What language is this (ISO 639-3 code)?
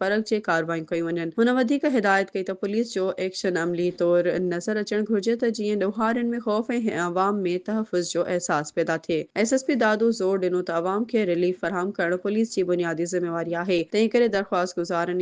snd